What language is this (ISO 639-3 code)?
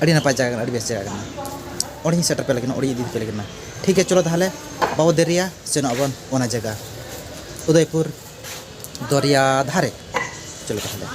sat